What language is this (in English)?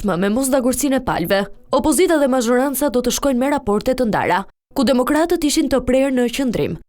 Albanian